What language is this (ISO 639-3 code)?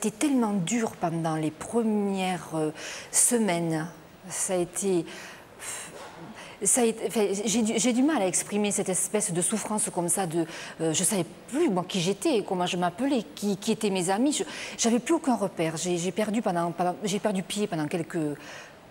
fra